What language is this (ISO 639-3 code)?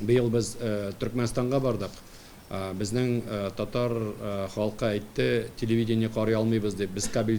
tat